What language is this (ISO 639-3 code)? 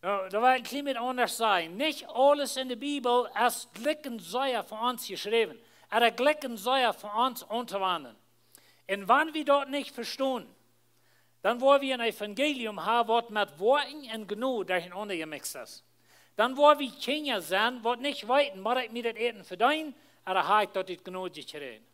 pdt